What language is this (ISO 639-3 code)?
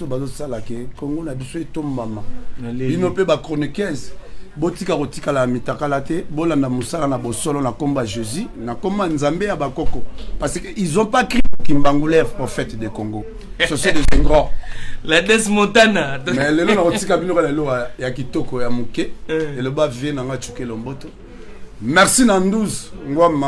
lin